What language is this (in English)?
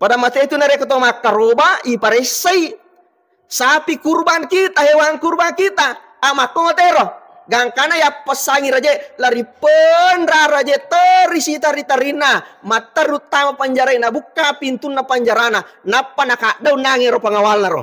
Buginese